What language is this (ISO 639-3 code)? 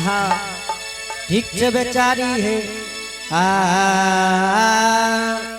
anp